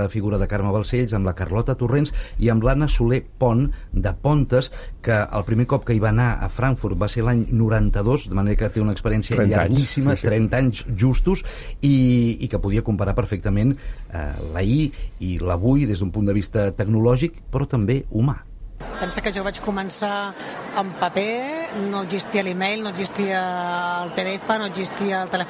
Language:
Catalan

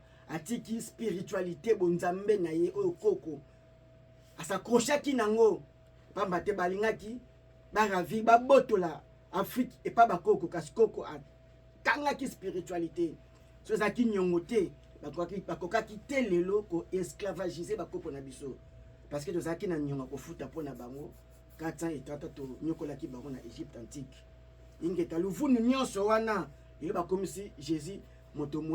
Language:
Lingala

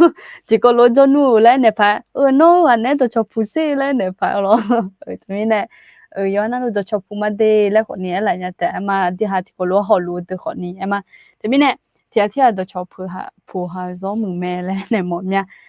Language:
Akha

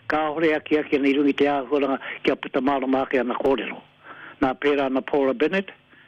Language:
Māori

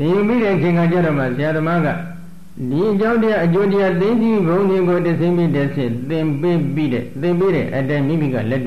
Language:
Burmese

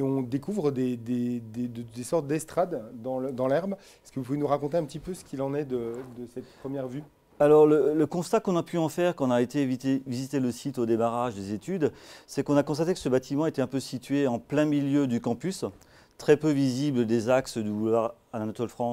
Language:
French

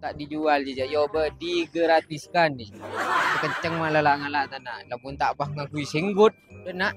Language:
Madurese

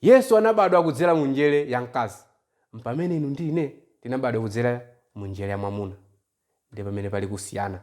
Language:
Nyanja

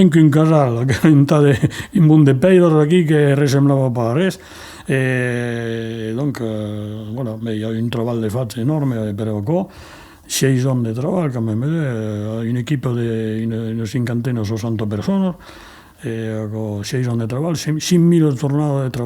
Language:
Occitan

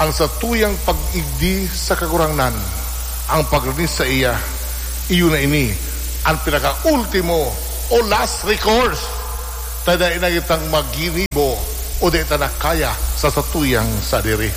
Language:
Bikol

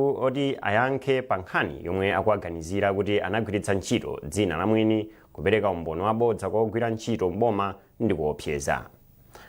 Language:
Nyanja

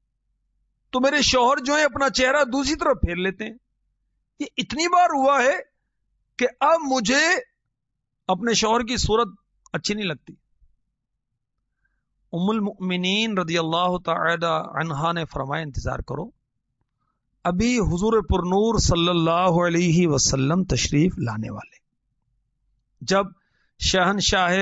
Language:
Urdu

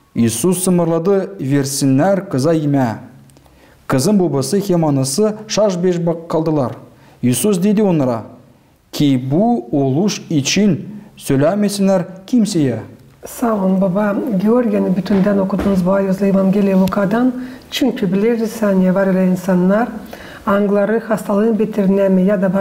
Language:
Gagauz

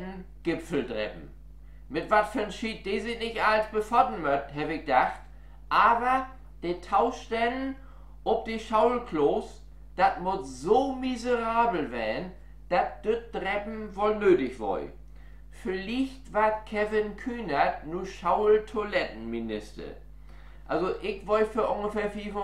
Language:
Low German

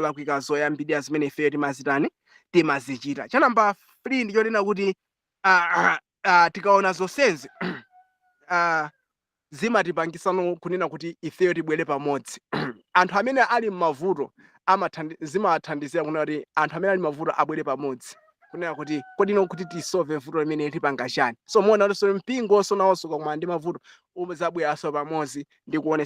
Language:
Nyanja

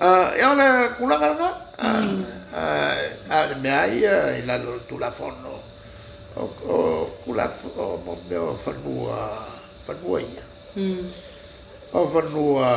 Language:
Samoan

